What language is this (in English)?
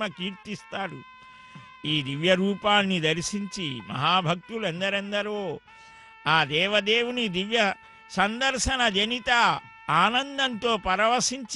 Telugu